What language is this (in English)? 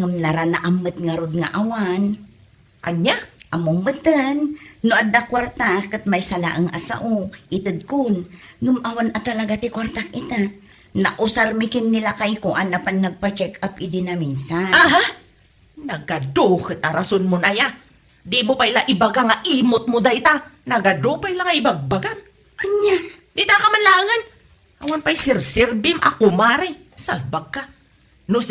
Iloko